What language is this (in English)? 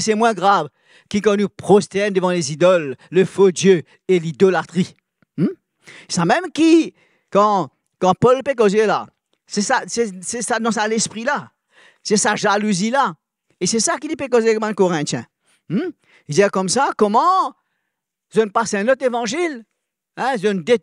Morisyen